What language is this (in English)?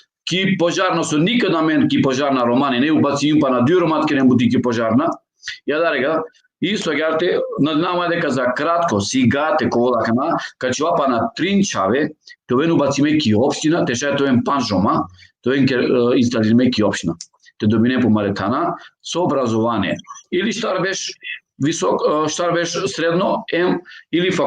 Balkan Romani